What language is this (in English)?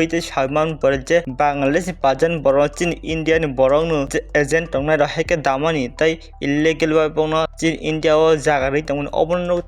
Kok Borok